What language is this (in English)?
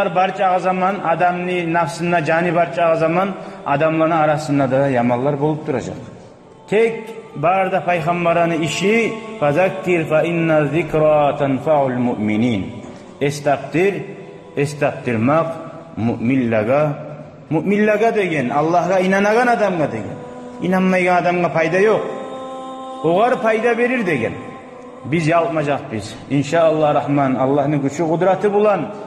Kumyk